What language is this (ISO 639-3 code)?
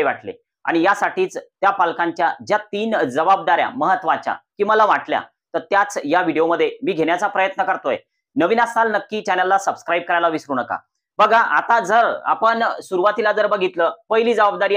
mar